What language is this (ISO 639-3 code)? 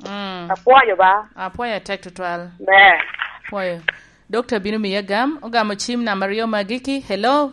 laj